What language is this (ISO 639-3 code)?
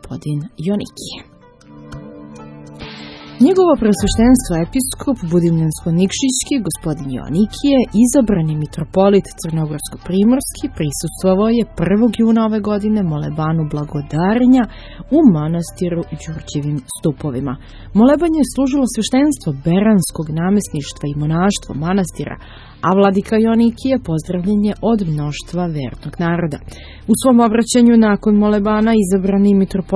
srp